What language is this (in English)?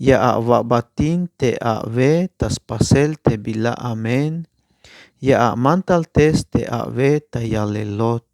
Tzeltal